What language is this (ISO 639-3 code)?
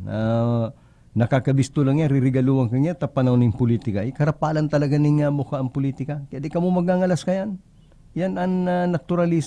bik